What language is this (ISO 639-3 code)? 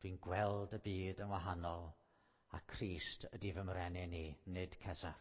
cym